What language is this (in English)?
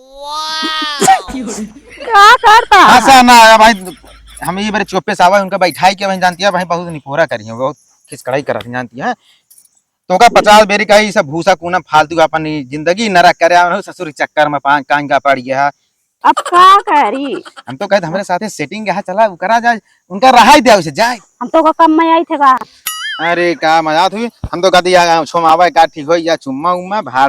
Awadhi